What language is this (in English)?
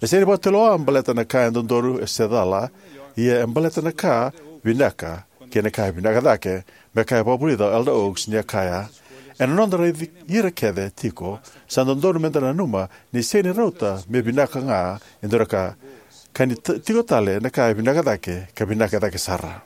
Fijian